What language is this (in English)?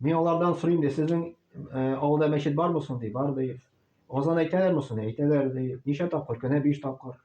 Tatar